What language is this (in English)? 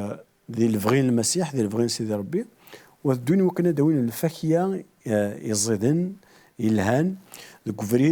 Kabyle